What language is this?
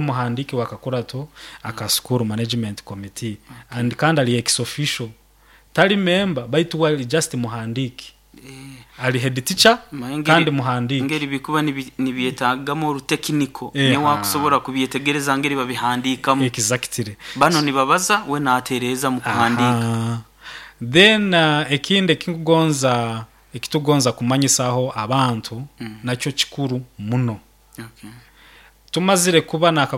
Nyoro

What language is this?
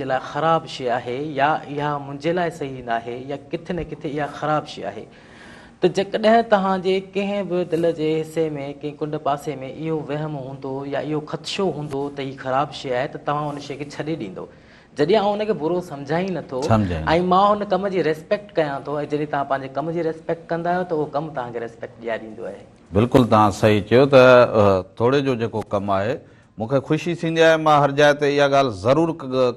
Sindhi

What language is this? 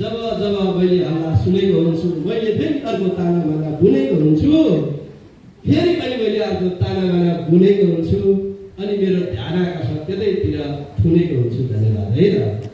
Nepali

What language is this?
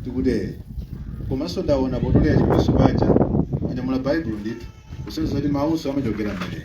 Nyanja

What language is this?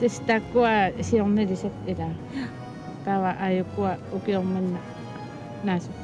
Kalaallisut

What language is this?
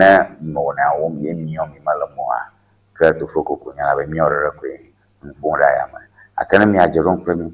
Ewe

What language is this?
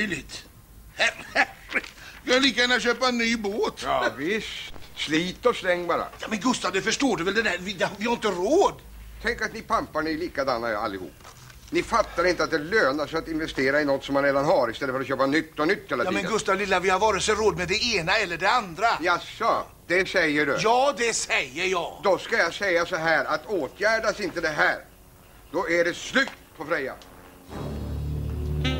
Swedish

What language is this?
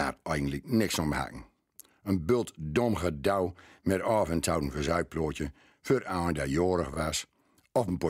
Gronings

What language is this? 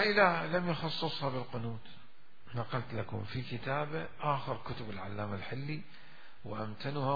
Mesopotamian Arabic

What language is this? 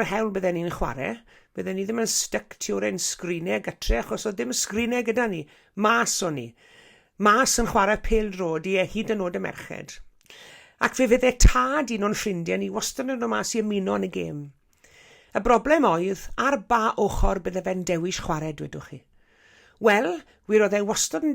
Welsh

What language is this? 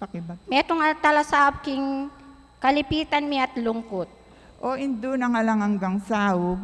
Pampanga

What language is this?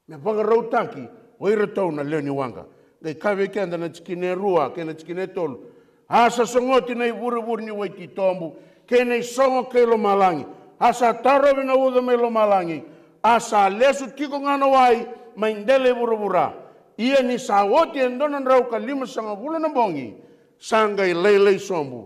Fijian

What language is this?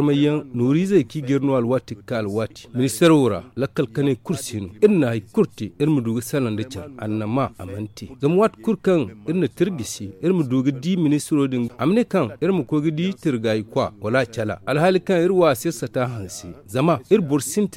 Zarma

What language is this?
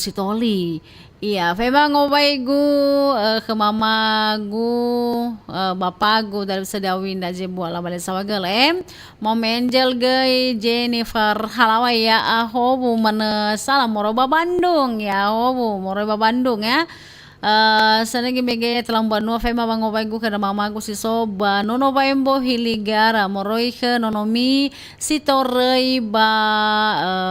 Nias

